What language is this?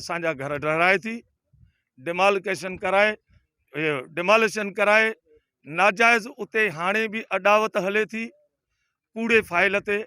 Sindhi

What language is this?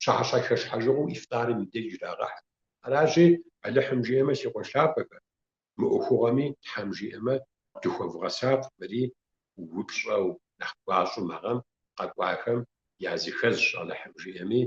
Kabardian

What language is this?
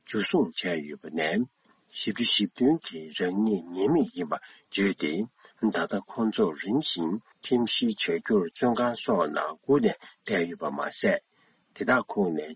Tibetan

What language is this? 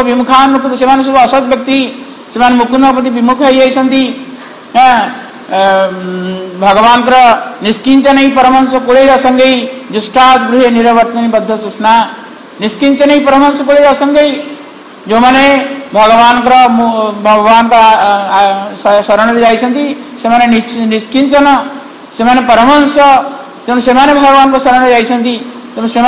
Odia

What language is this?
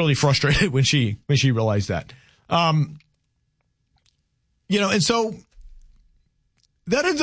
English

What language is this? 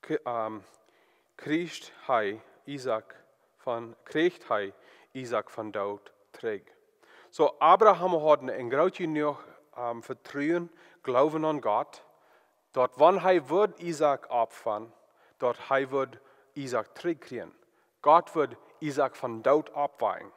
Plautdietsch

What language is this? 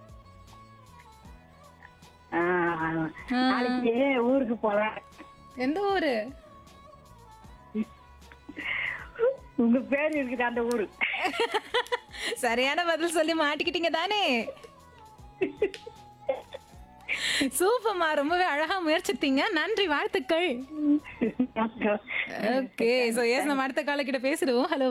Tamil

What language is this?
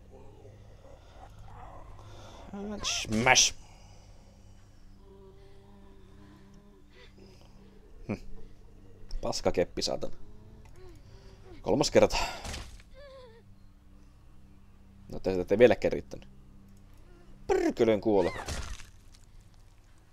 Finnish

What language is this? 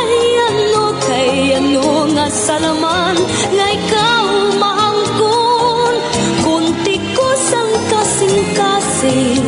Waray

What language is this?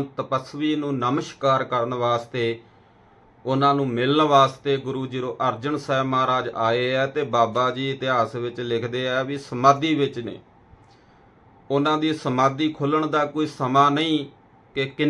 Punjabi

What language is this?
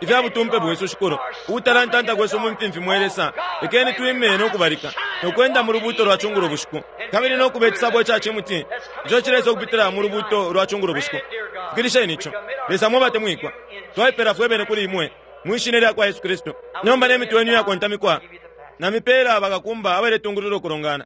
Bemba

